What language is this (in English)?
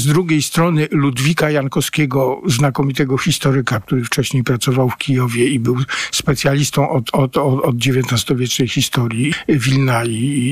Polish